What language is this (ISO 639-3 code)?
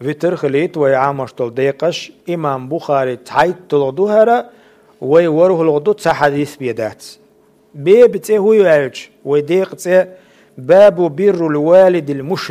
che